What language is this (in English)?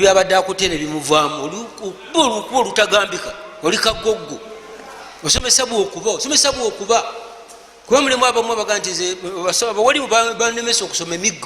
Ganda